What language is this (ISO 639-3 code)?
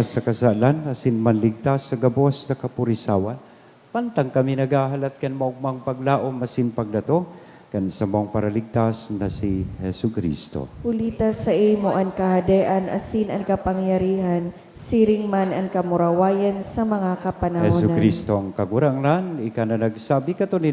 bik